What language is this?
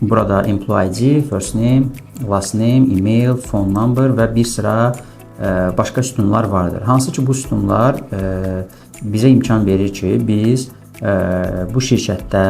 Azerbaijani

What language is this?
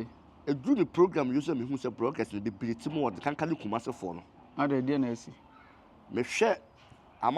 Akan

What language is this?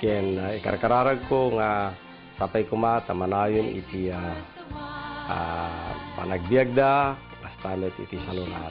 Iloko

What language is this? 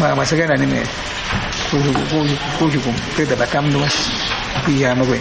Awa-Cuaiquer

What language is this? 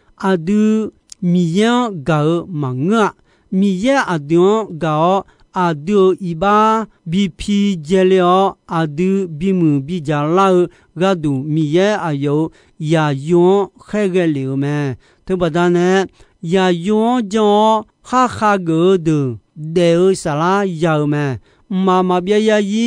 Akha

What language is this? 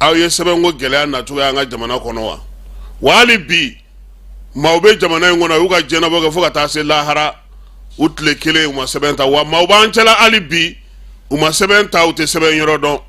Bambara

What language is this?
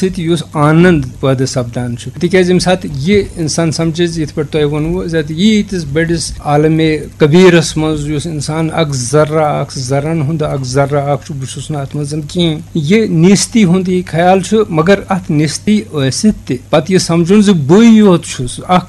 Kashmiri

